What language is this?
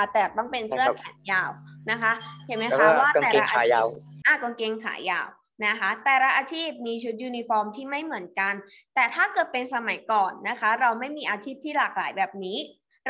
Thai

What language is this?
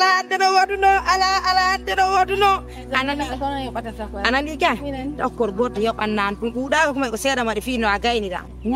Pular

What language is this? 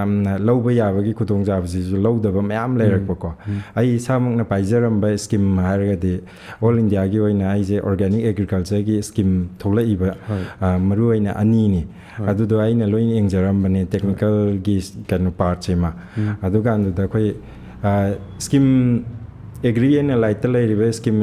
Manipuri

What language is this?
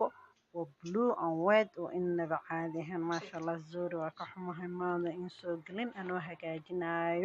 Somali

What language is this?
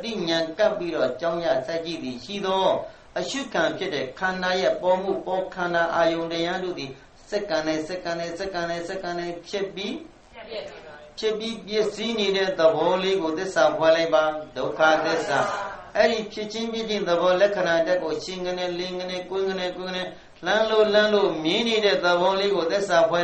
Burmese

